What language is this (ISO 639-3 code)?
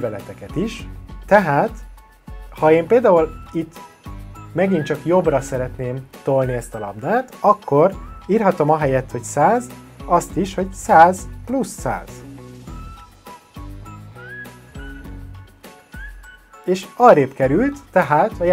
hun